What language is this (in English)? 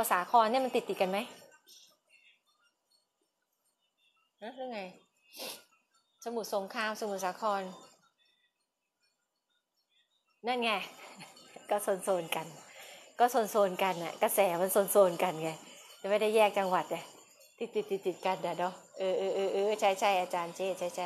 Thai